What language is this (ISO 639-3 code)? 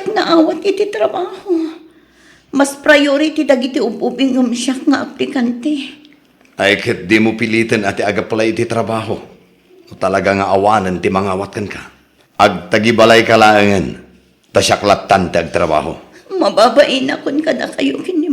ilo